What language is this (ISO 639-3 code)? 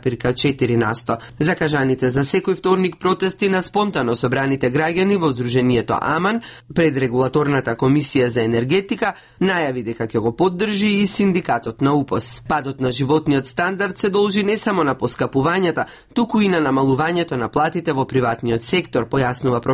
mkd